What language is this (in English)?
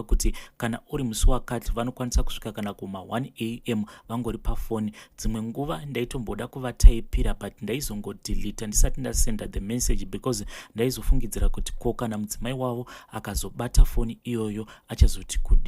Shona